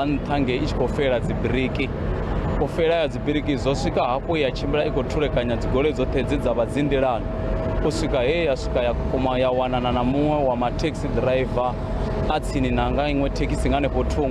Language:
Venda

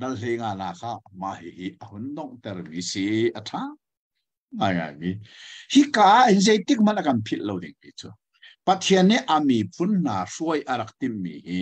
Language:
Hakha Chin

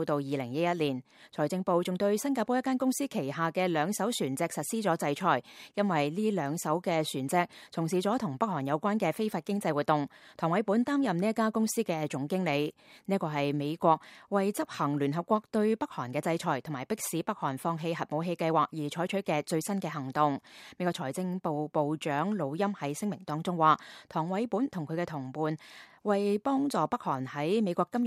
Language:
Cantonese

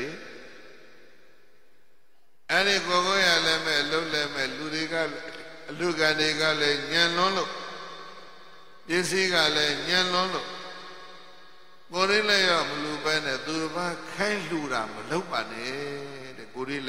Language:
Burmese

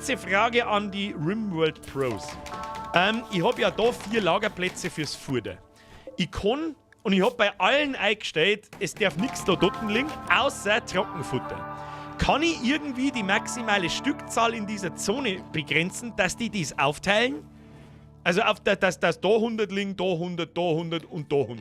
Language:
Bavarian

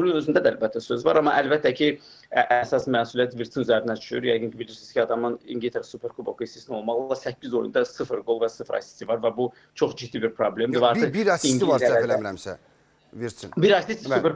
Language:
Azerbaijani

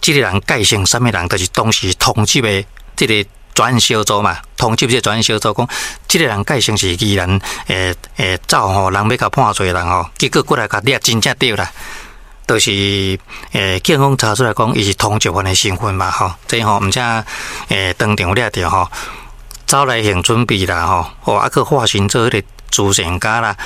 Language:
Min Nan Chinese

